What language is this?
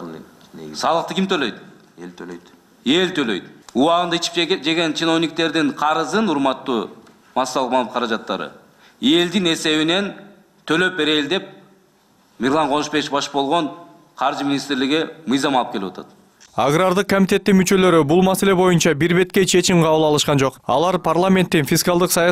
Kyrgyz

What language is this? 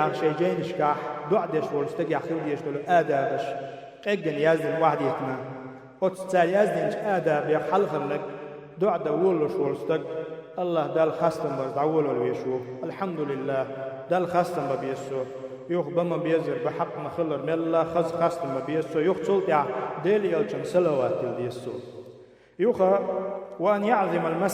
Chechen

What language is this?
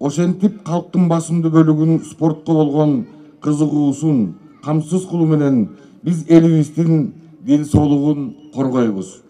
Kyrgyz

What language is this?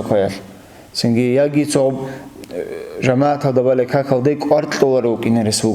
Avaric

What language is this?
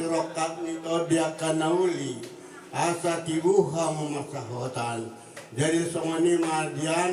Batak Toba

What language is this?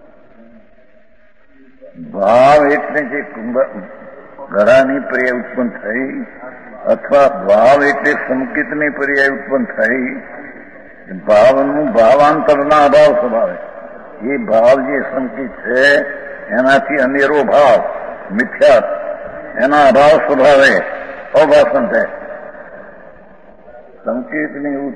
Gujarati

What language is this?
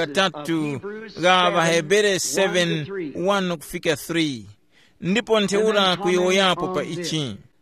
Tumbuka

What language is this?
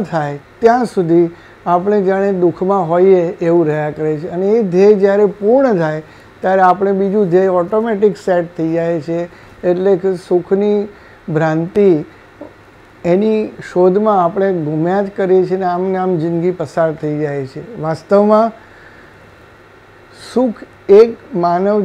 Gujarati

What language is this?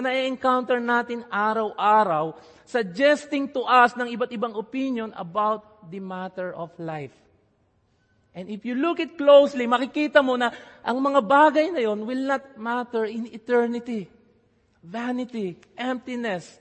Filipino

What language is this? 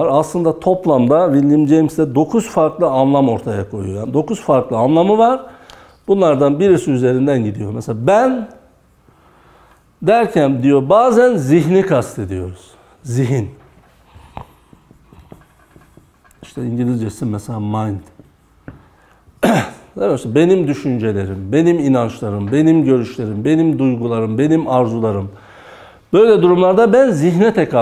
Turkish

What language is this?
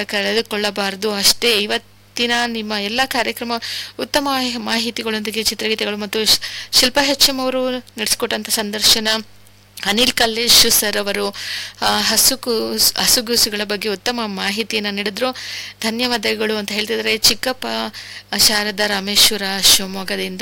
Kannada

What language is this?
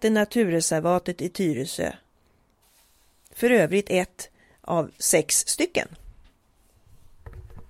Swedish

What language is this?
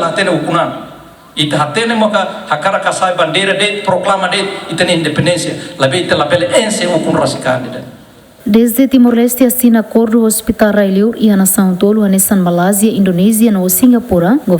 Tetum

